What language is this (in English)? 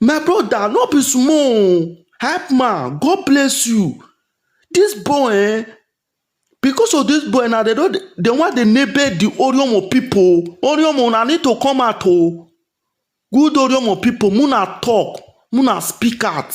Nigerian Pidgin